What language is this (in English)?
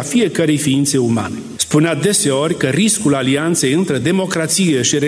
Romanian